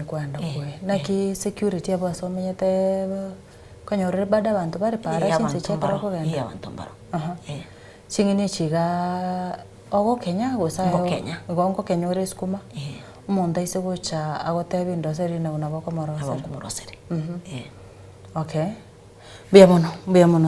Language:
Gusii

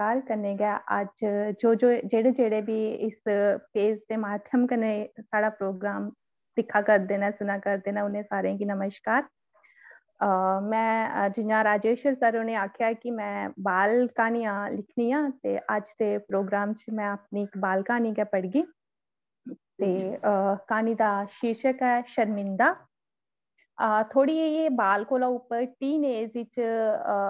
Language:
Dogri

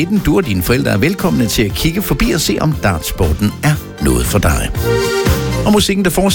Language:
Danish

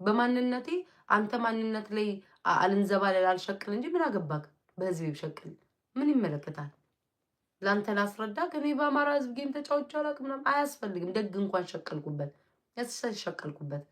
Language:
Amharic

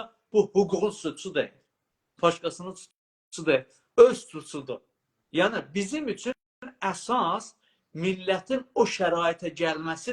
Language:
South Azerbaijani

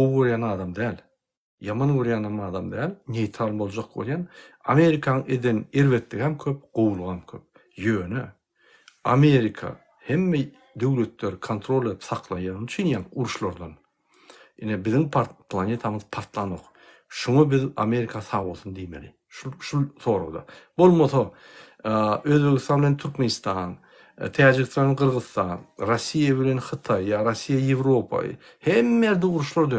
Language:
Turkmen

